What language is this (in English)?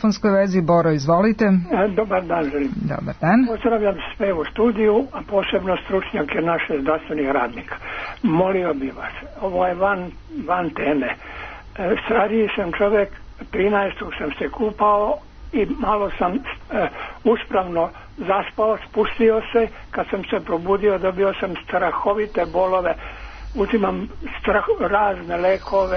Serbian